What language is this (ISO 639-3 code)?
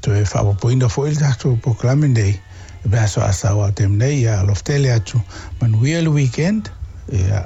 smo